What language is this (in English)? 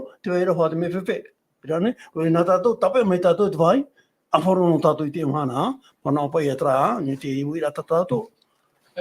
Tahitian